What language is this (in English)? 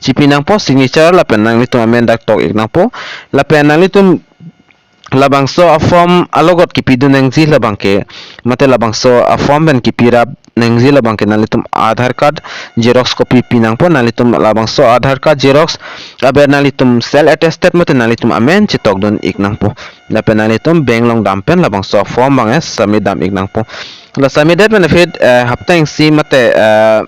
Karbi